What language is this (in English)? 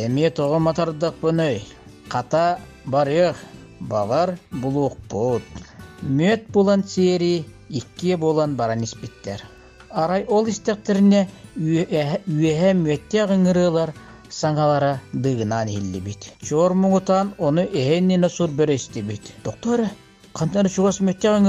Yakut